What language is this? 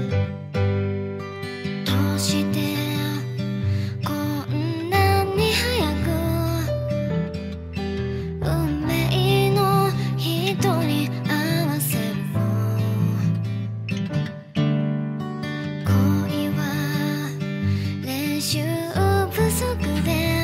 Japanese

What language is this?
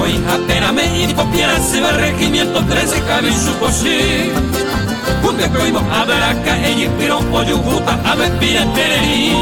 Guarani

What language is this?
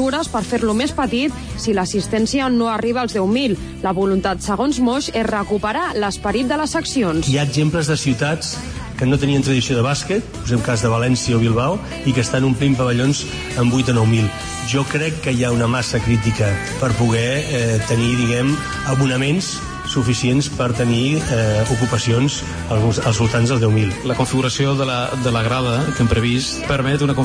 Catalan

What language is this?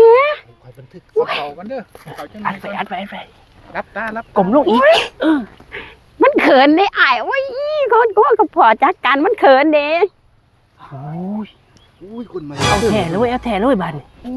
Northeastern Thai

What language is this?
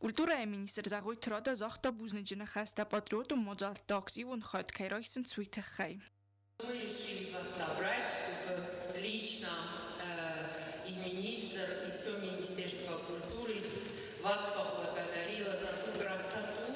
Ossetic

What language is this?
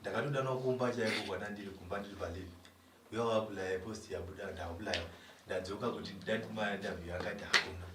Shona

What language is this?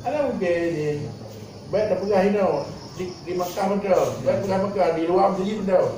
Achinese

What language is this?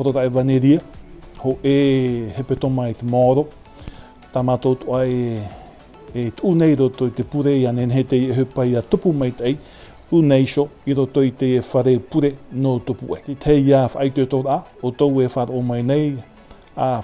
Tahitian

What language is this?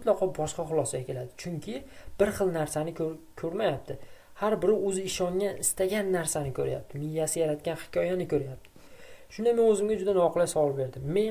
Uzbek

